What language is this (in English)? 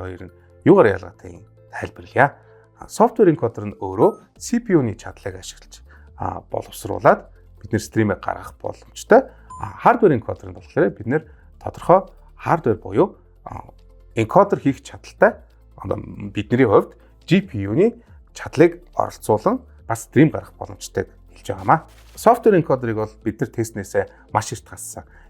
Mongolian